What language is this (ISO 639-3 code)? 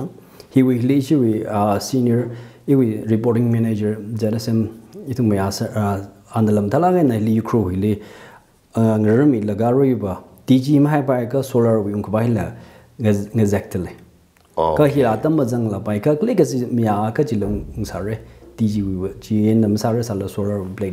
nmf